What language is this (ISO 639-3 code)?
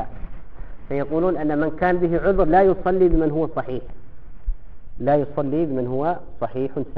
ara